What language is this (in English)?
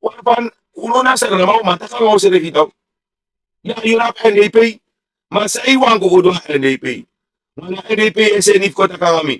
Sranan Tongo